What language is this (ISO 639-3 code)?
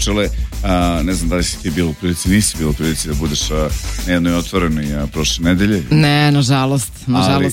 srp